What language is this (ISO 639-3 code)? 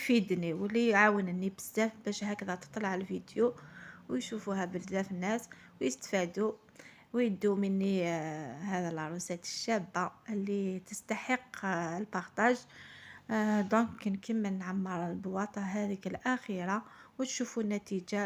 arq